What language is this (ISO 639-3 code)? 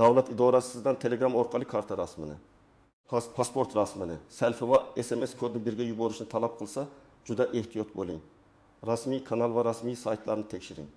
uzb